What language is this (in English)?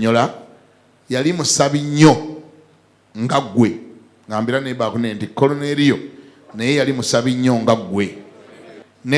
Ganda